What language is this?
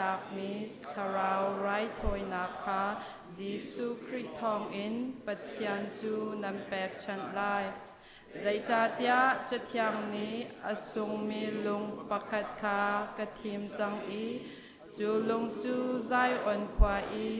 Hakha Chin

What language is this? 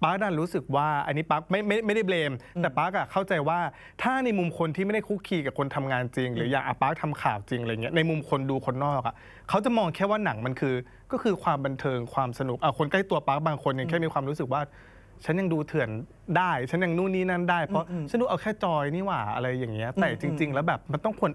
Thai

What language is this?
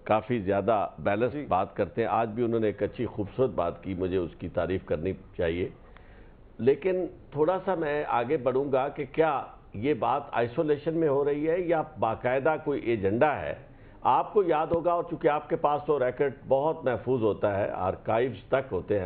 Urdu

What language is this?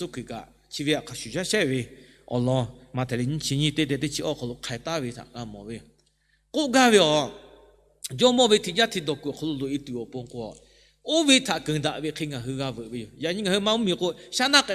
Lahu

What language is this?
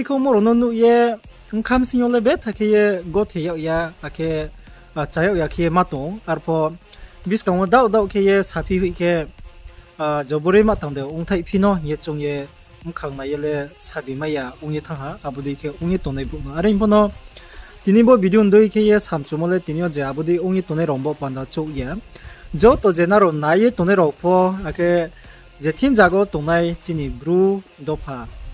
Riang (India)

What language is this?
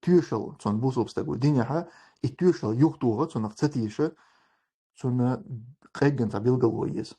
Chechen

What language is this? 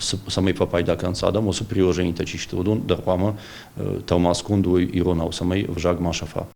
Ossetic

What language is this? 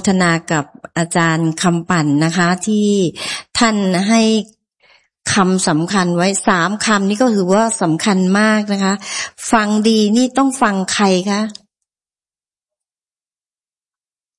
Thai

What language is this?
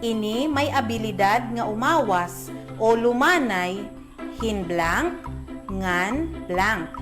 Waray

